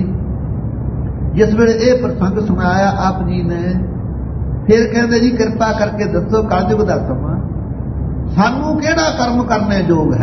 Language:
Punjabi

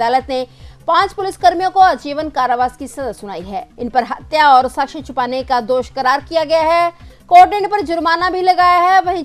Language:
Hindi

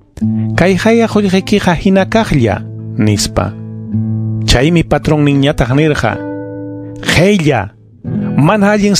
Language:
Ayacucho Quechua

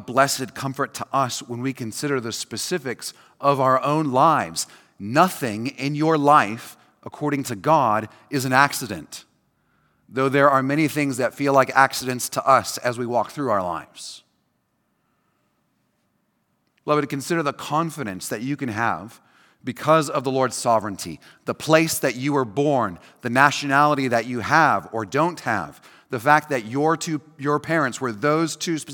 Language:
English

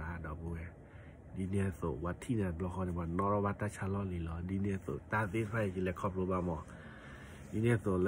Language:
S'gaw Karen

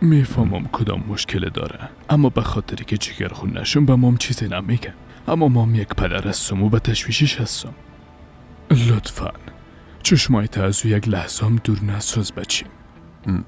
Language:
Persian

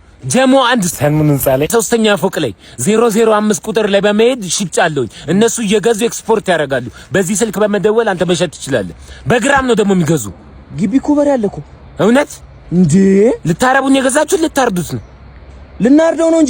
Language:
Amharic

